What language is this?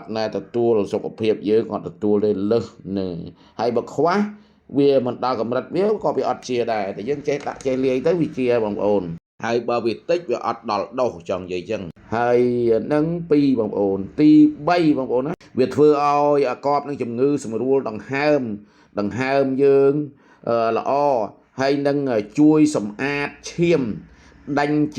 Khmer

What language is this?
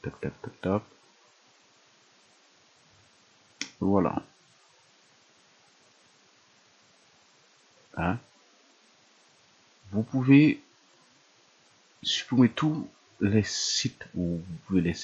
French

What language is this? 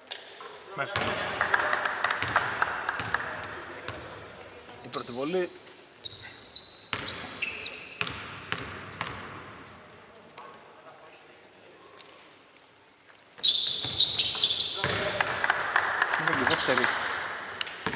Greek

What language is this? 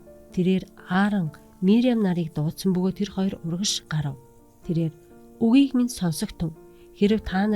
Mongolian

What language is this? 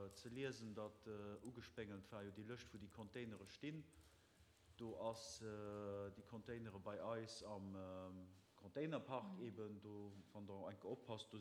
Luxembourgish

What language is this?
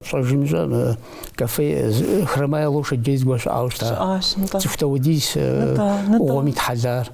Kabardian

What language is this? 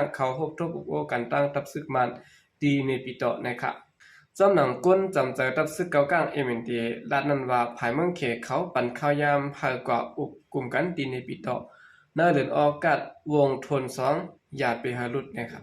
Shan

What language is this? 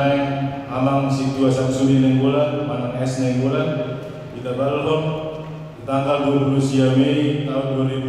Batak Toba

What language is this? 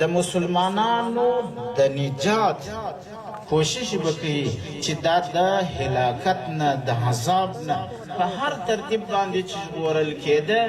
Pashto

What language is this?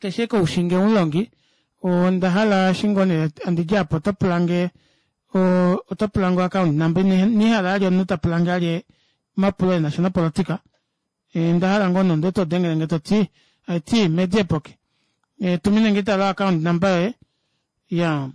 Kuanyama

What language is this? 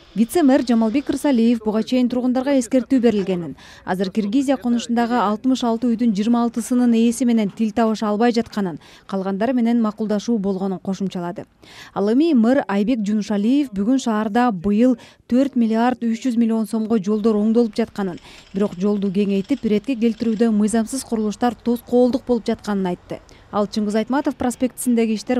Kyrgyz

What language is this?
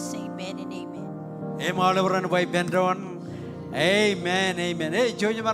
Marshallese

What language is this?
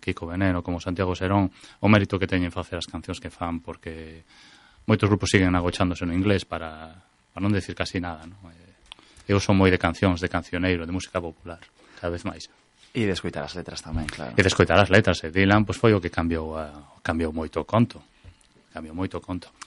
Galician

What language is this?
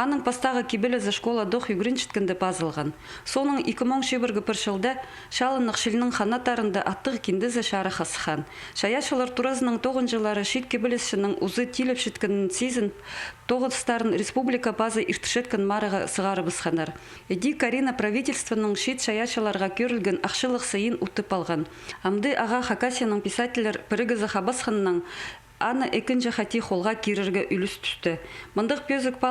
Khakas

